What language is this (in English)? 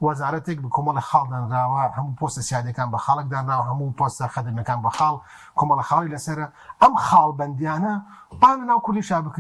Central Kurdish